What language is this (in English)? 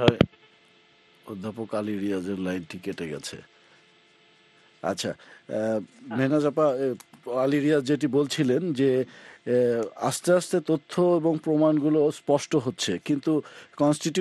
Bangla